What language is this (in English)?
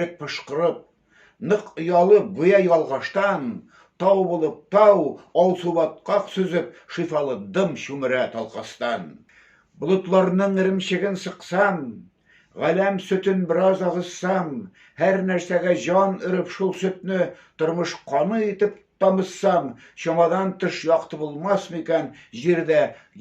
Tatar